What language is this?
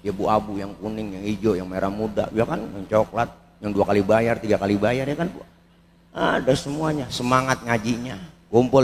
Betawi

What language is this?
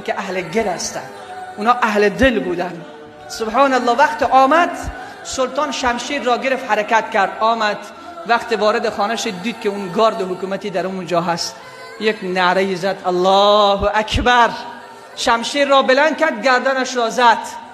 Persian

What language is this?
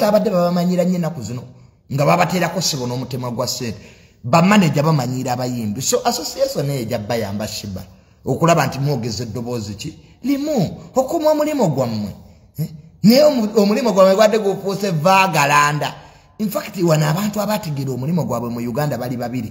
Ganda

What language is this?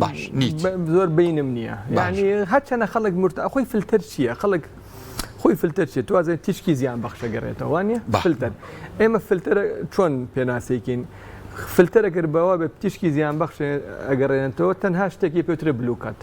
Central Kurdish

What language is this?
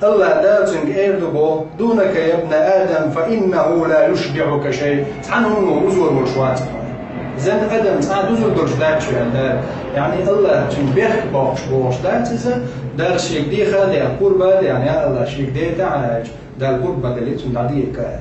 Chechen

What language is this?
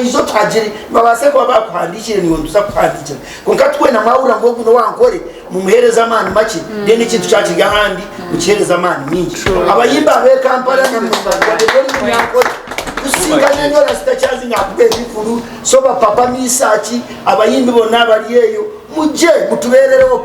Nyankole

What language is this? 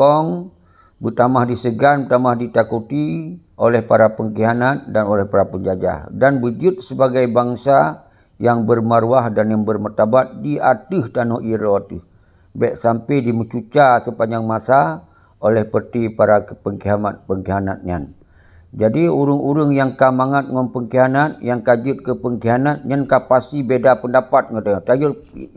Achinese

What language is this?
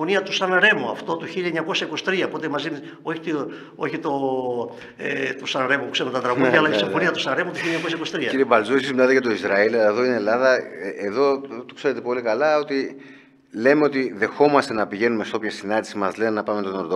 Greek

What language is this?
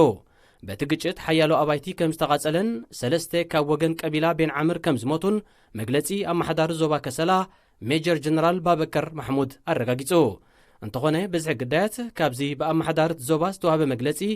Tigrinya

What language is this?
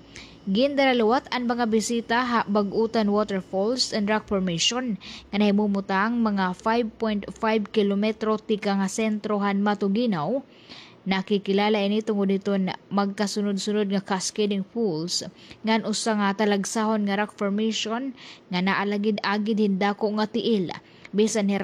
Waray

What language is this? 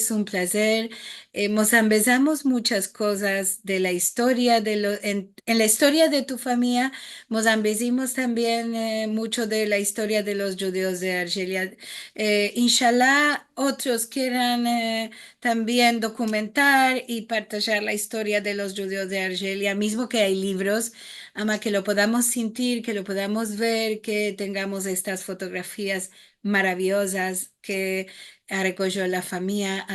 Ladino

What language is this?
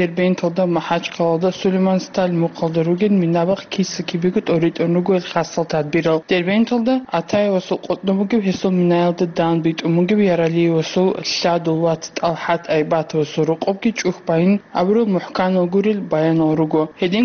Avaric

